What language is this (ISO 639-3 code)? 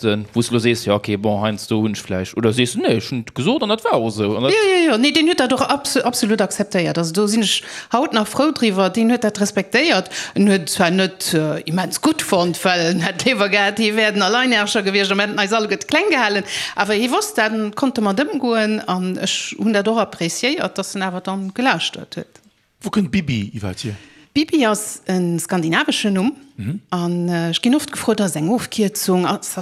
ltz